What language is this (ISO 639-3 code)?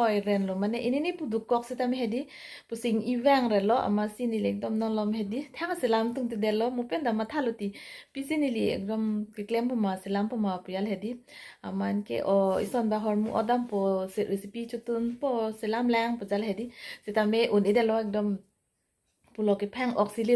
mjw